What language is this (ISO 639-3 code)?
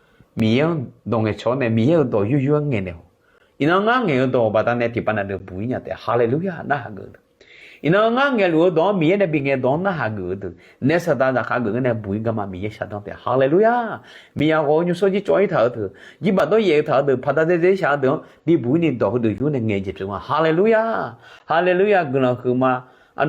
ahk